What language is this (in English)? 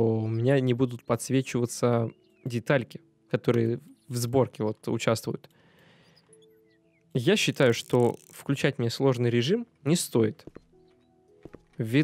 Russian